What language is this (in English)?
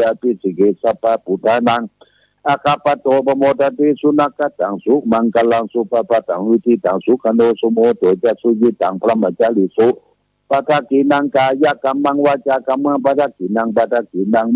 Pali